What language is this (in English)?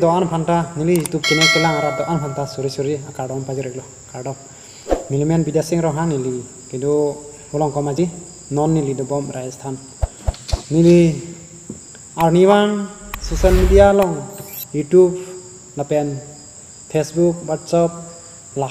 Karbi